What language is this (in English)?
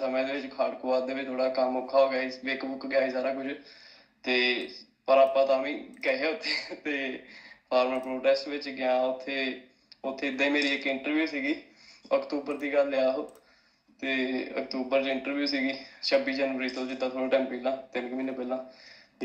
Punjabi